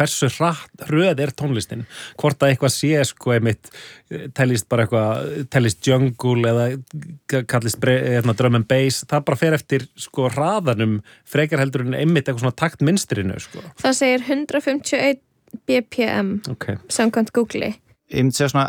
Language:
Icelandic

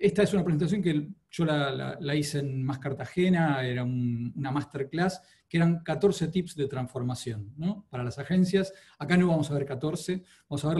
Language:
Spanish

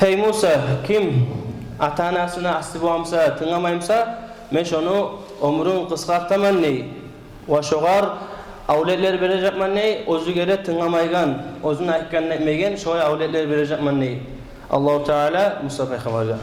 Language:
Kumyk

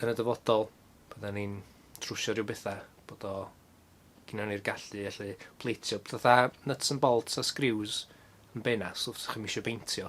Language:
Welsh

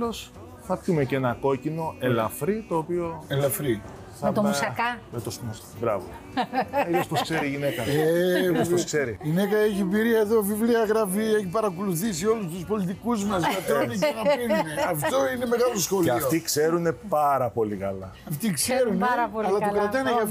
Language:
Greek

